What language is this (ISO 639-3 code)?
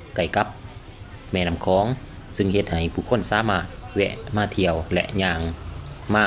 lao